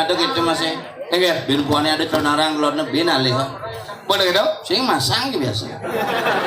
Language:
Balinese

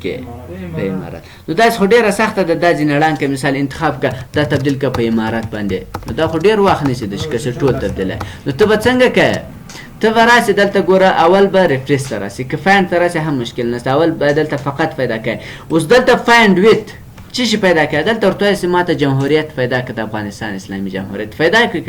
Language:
Pashto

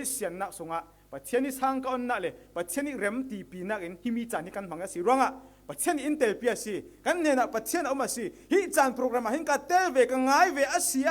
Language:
Falam Chin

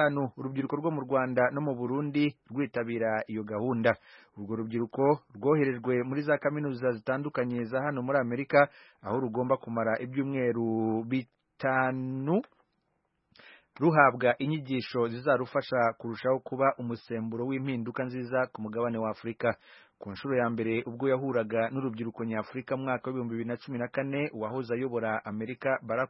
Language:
Kinyarwanda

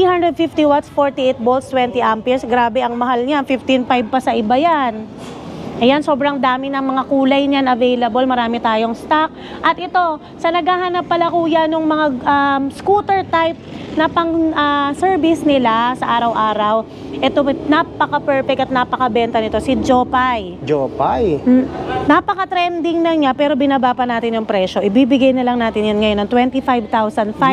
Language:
Filipino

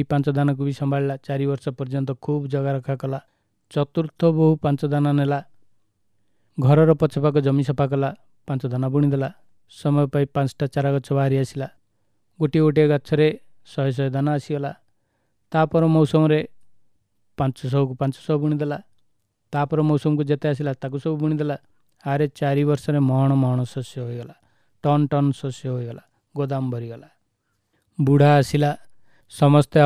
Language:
Odia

